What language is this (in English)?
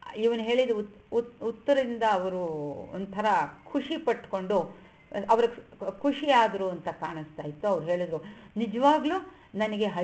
Kannada